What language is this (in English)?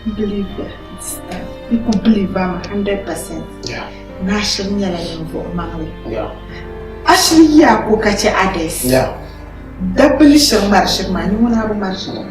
Dagbani